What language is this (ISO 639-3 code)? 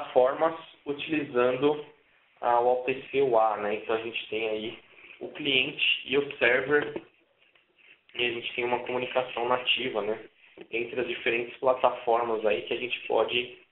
por